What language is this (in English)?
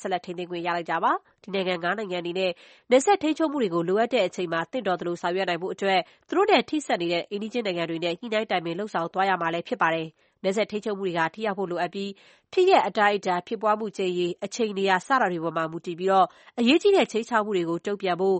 Burmese